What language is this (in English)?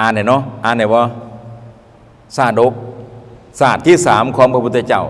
Lao